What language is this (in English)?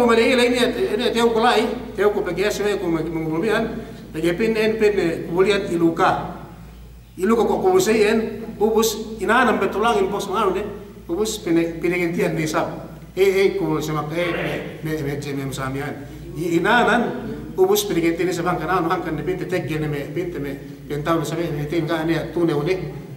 Yakan